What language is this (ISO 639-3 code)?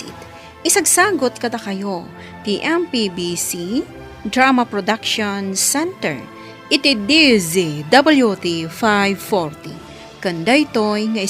ilo